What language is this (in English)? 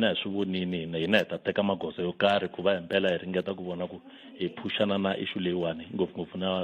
Tsonga